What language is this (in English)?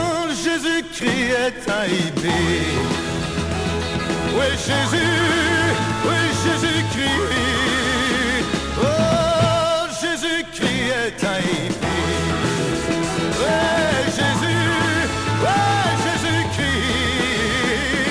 French